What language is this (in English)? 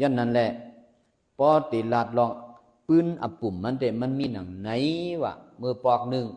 Shan